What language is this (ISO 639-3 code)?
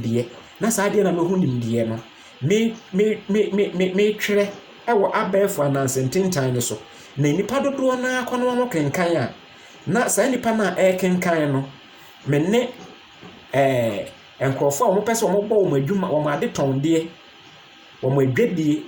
aka